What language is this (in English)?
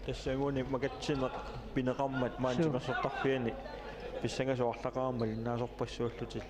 Kalaallisut